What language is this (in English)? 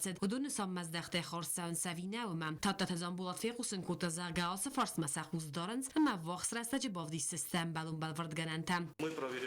Ossetic